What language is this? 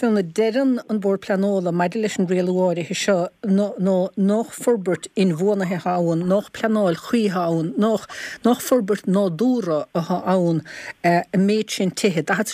Irish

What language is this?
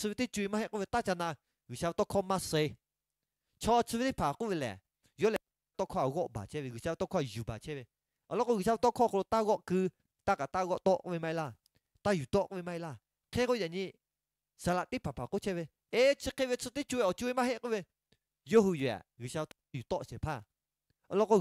Lahu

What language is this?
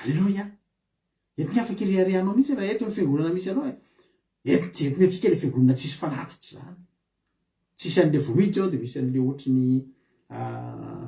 Malagasy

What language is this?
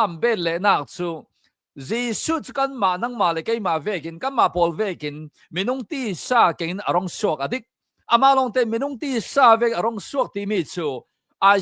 Hakha Chin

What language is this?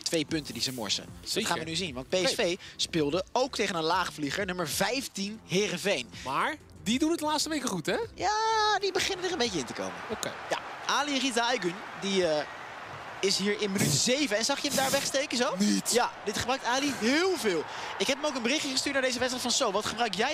Dutch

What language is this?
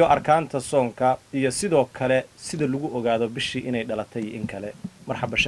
Somali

